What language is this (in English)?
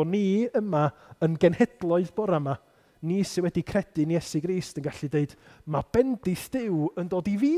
Welsh